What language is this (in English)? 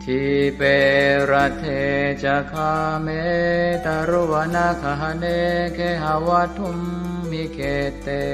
Pali